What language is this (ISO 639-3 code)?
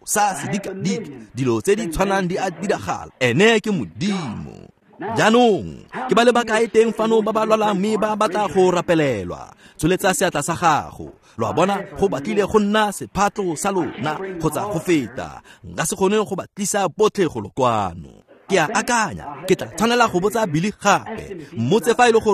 tsn